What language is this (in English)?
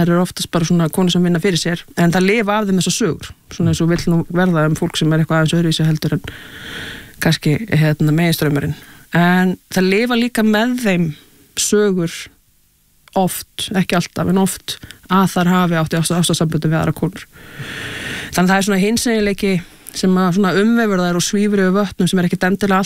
Icelandic